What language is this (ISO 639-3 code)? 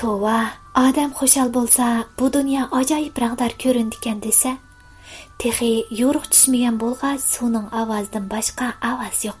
uig